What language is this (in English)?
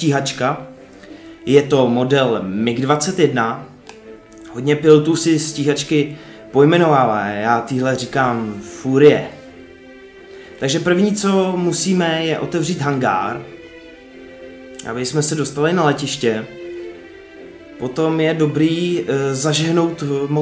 Czech